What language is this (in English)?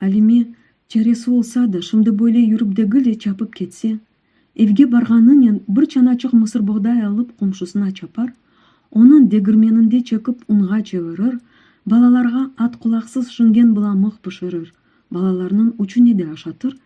Crimean Tatar